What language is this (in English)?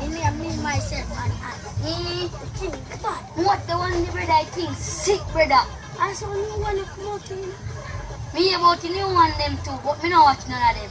Jamaican Creole English